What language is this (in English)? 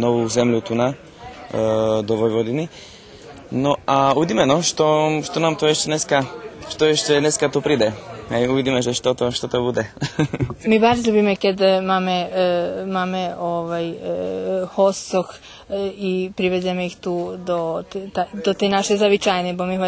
Rusyn